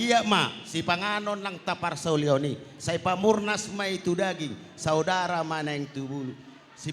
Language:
Batak Toba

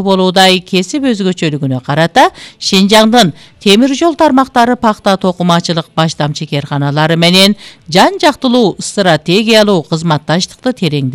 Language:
Kyrgyz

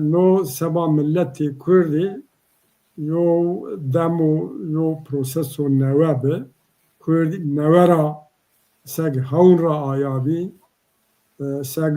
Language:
Zaza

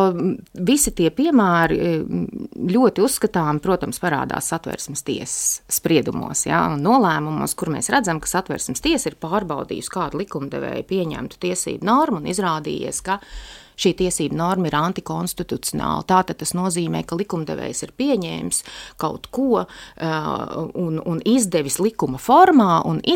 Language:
Latvian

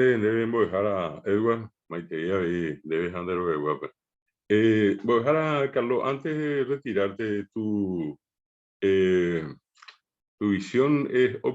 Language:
Guarani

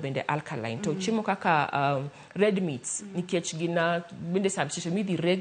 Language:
Luo (Kenya and Tanzania)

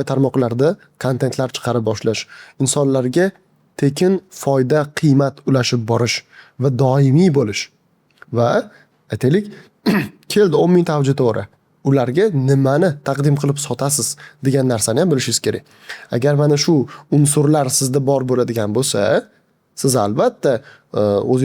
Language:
Uzbek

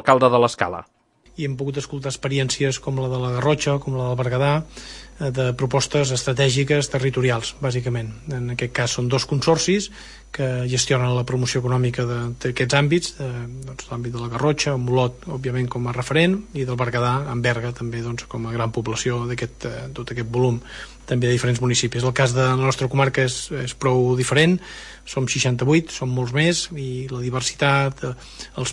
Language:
Catalan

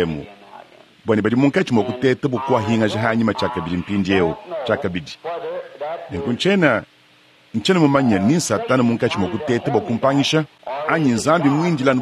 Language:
Luba-Lulua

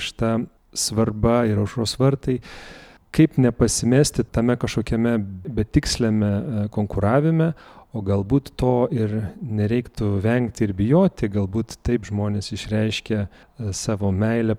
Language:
Lithuanian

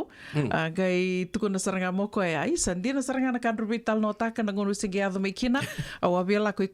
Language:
Fijian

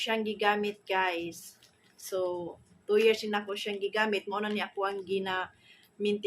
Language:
Cebuano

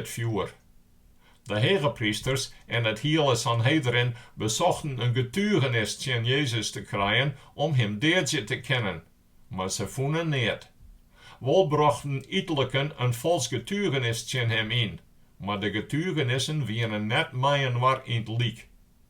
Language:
Western Frisian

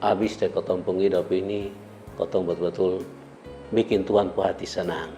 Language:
Kupang Malay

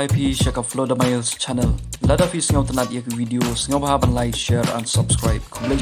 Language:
Khasi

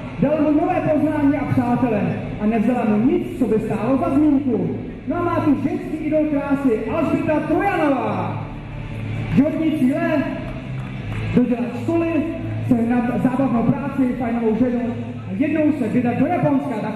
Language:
Czech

